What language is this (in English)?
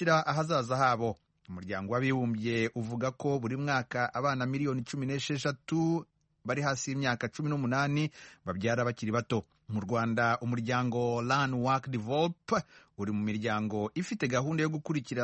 Kinyarwanda